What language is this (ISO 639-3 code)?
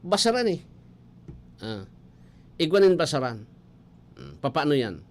bik